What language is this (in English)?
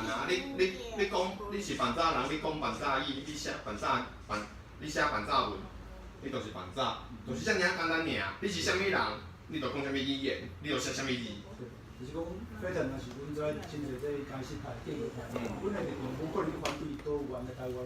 Min Nan Chinese